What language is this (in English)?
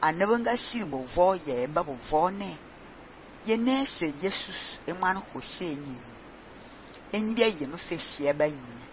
Fang